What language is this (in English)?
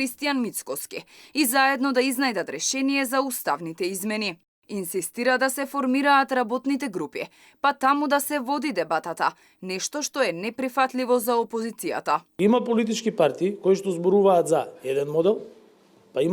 Macedonian